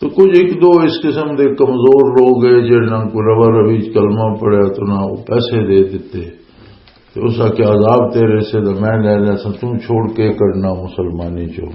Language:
Western Panjabi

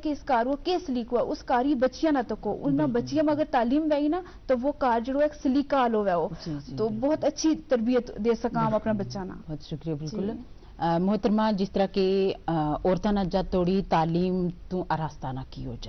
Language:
Gujari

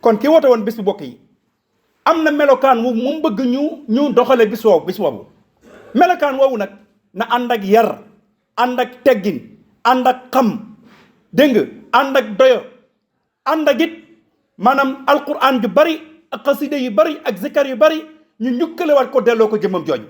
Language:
Wolof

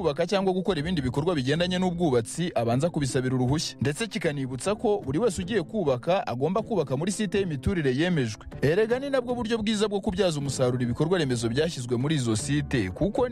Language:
Kinyarwanda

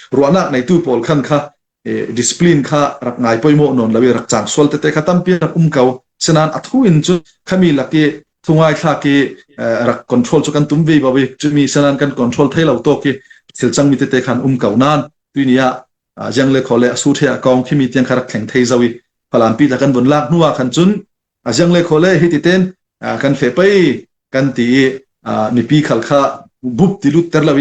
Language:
Falam Chin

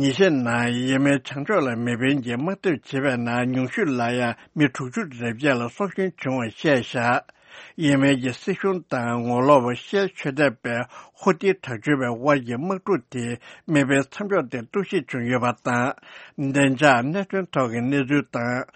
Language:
Tibetan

